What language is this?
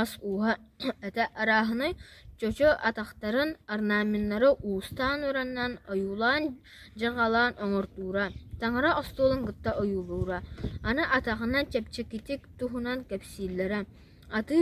Yakut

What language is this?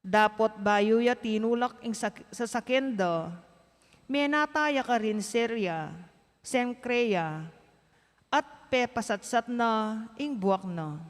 Pampanga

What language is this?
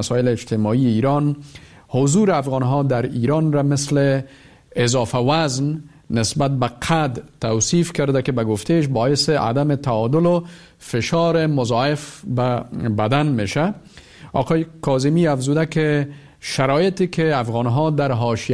Persian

